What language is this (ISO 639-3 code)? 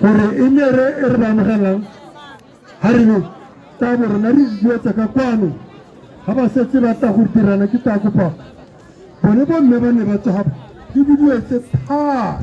tsn